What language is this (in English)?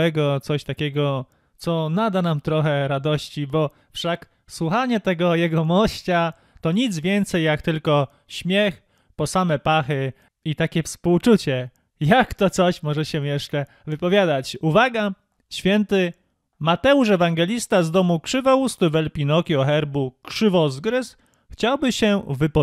Polish